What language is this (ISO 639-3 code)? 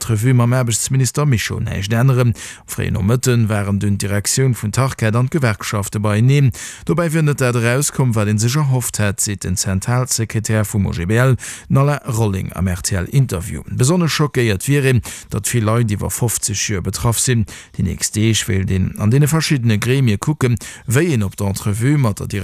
ltz